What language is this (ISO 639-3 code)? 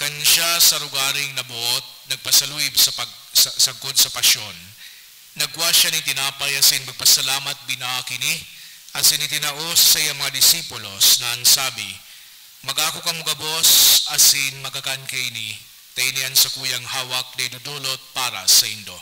bik